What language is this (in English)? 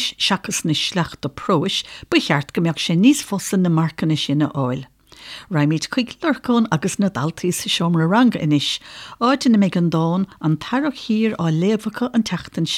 Irish